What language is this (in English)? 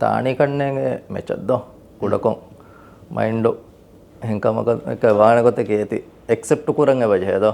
Divehi